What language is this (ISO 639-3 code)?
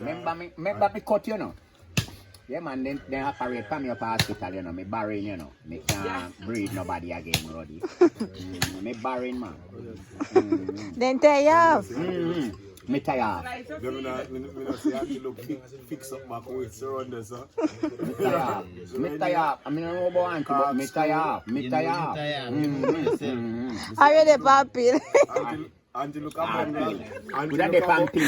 jam